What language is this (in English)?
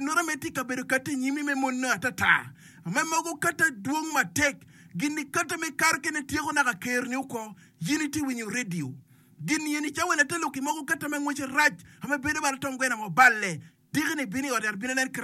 Acoli